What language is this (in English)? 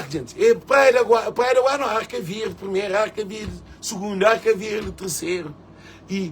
Kabuverdianu